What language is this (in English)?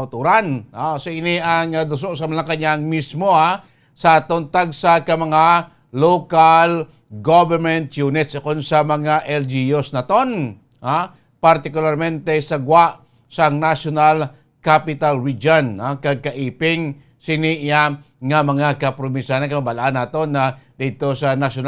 Hiligaynon